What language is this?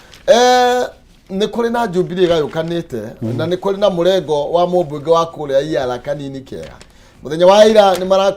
Kikuyu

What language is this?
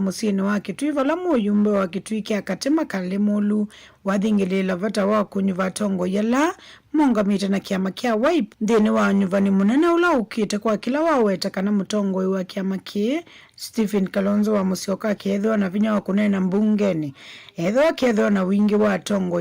Kamba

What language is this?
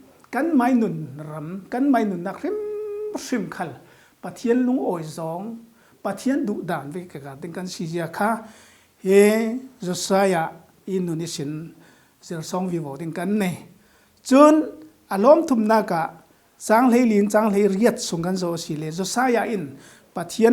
Falam Chin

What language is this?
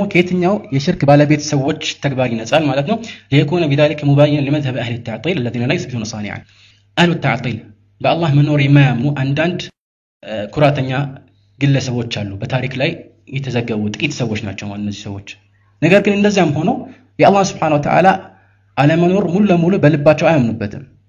Amharic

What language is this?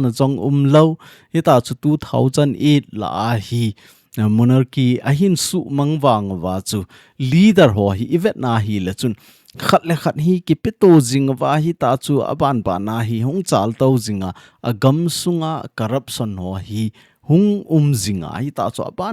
Thado Chin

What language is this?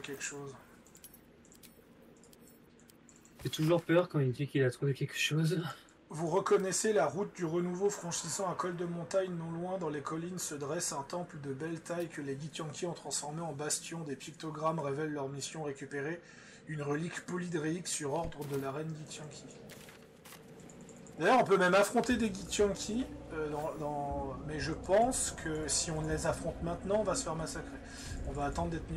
French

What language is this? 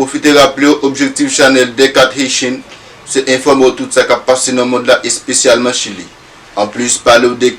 Haitian Creole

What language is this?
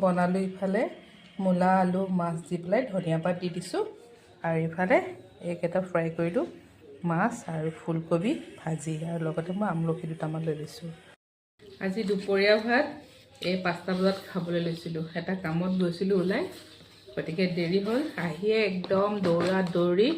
Assamese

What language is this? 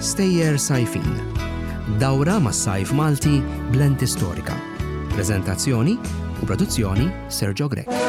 Maltese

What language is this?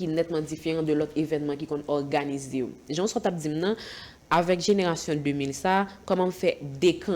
Haitian Creole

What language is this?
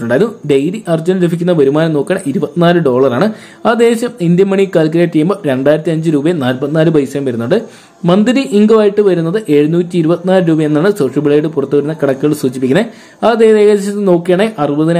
Malayalam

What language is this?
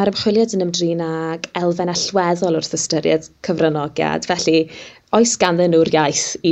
Welsh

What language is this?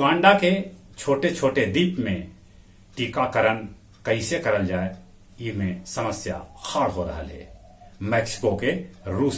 Magahi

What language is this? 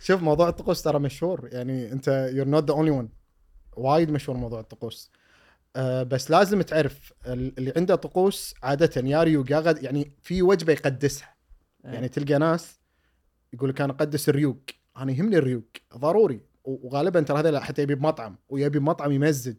Gulf Arabic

